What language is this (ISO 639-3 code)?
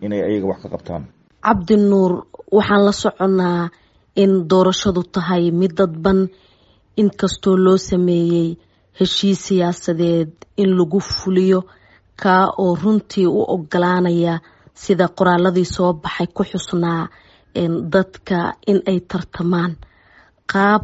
som